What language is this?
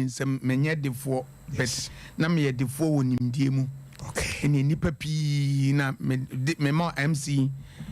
Akan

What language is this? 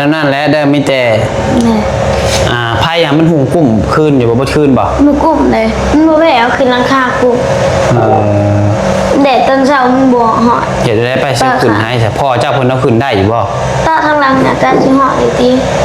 Northeastern Thai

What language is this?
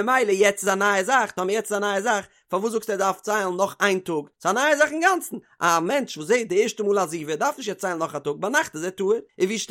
Yiddish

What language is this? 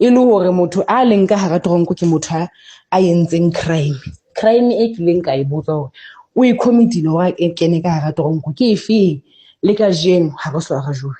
Southern Sotho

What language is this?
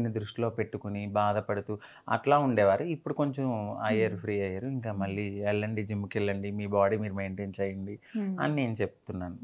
Telugu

